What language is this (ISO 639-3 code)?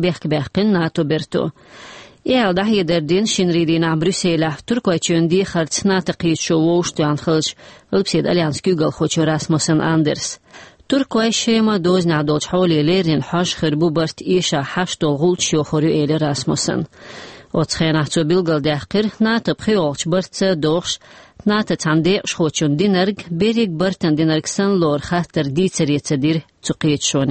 che